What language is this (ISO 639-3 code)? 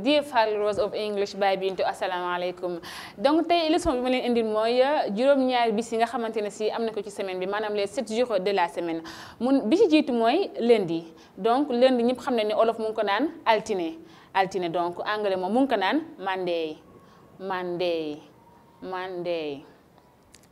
wol